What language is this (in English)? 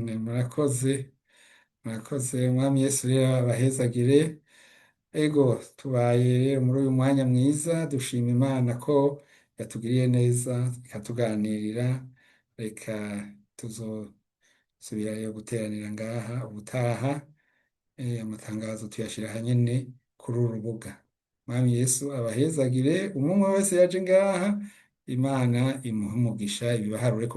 Rundi